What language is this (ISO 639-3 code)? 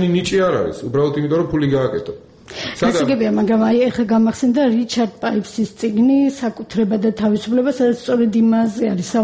kat